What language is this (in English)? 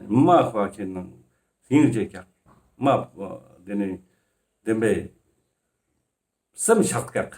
Ladakhi